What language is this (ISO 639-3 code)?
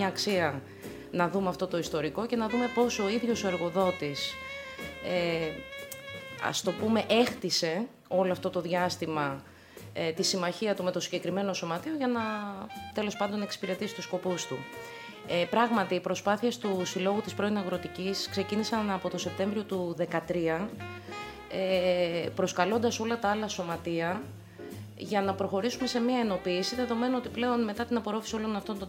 ell